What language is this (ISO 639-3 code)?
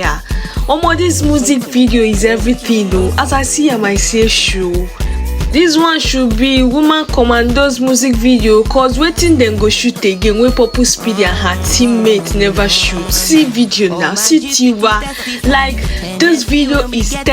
pcm